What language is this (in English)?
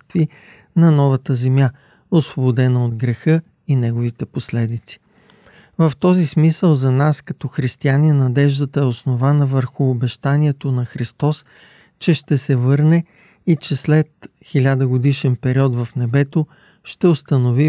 Bulgarian